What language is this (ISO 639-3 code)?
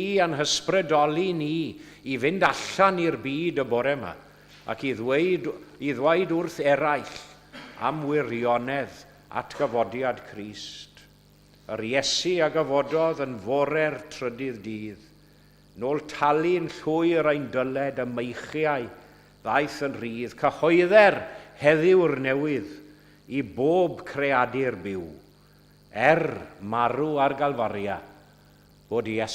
cym